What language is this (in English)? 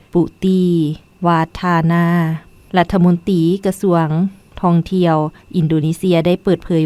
Lao